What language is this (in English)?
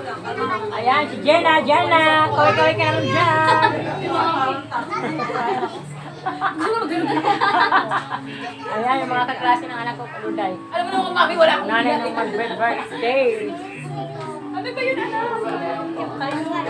Filipino